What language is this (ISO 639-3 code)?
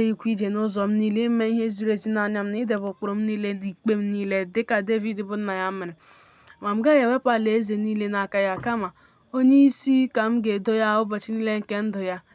ibo